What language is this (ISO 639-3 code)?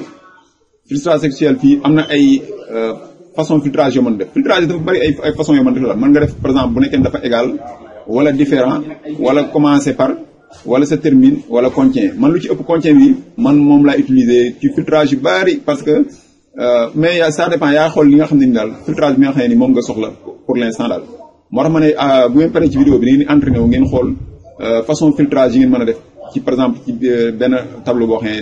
wol